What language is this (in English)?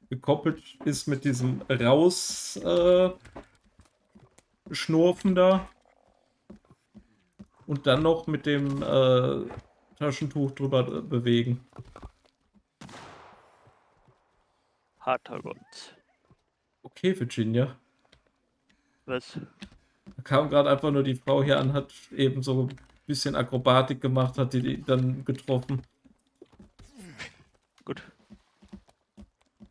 German